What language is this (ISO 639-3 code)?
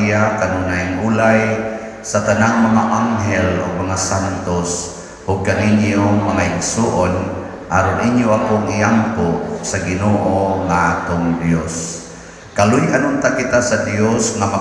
ceb